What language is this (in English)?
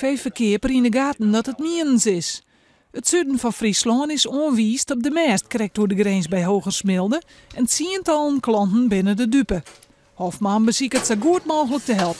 Western Frisian